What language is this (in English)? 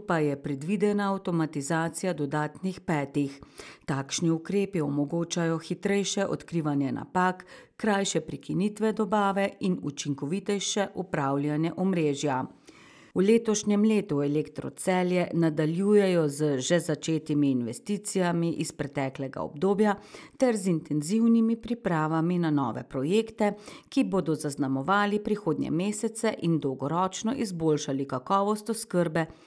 Slovenian